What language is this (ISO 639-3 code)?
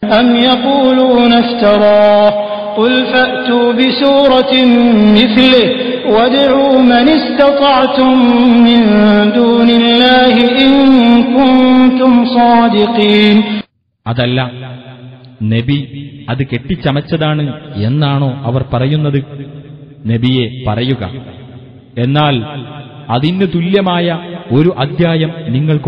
mal